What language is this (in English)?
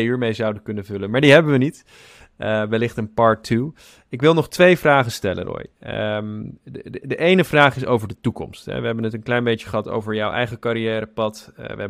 Dutch